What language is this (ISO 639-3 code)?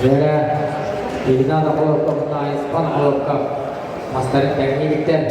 sah